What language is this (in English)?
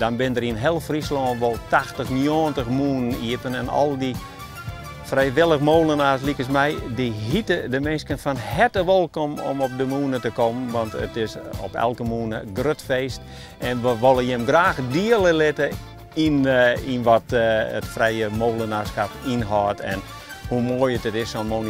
Western Frisian